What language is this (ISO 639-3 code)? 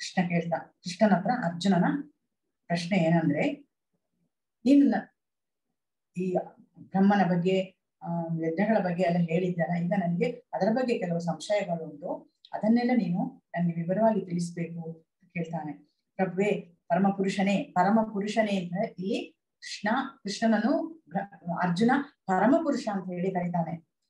kan